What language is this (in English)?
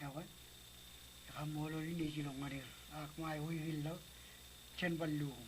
Marshallese